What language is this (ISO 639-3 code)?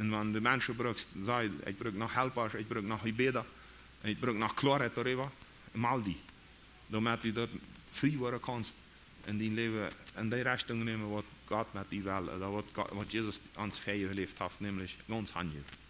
pdt